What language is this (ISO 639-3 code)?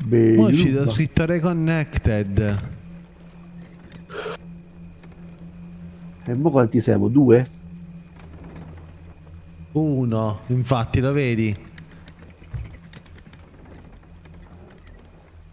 ita